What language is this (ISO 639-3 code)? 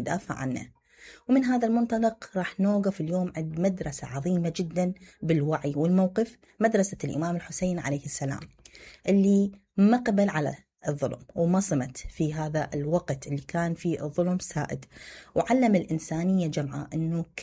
acm